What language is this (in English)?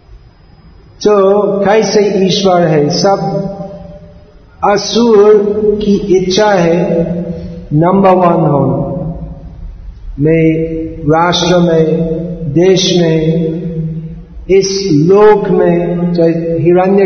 Hindi